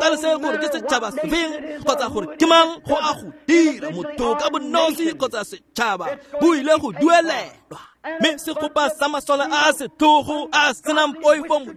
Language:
Tswana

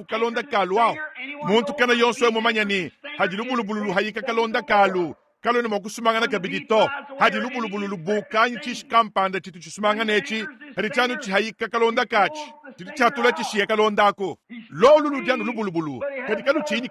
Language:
Luba-Lulua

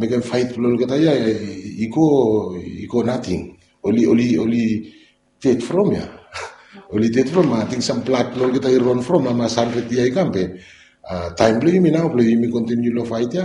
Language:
Bislama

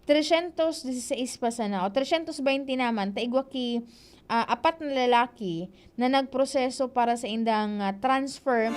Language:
Bikol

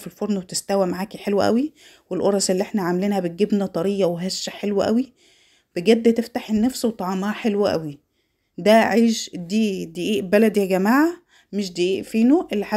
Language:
Egyptian Arabic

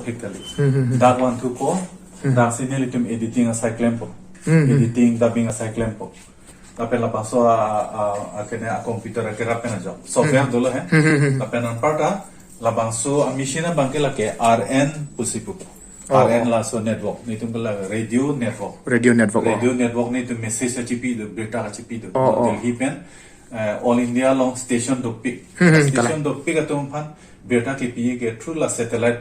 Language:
Karbi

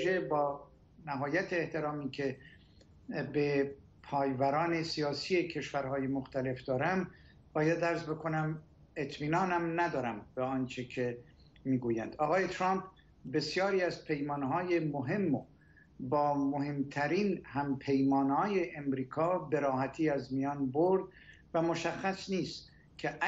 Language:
Persian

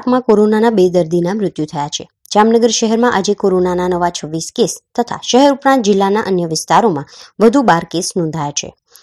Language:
Gujarati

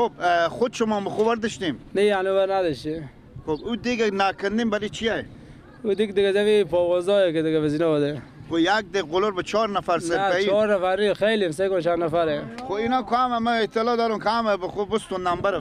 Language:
Persian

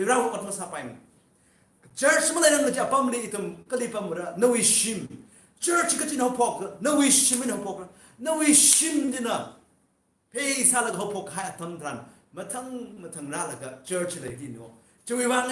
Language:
Tangkhul Naga (India)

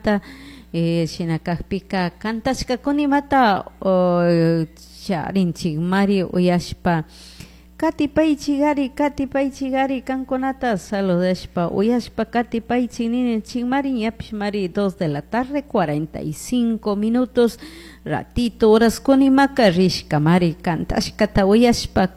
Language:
Chimborazo Highland Quichua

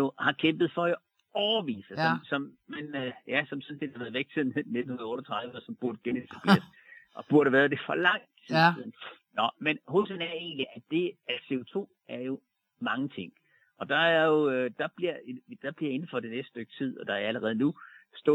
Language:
Danish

